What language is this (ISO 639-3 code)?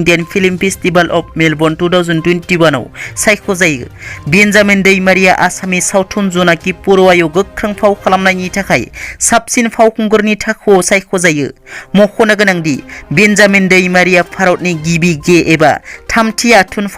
brx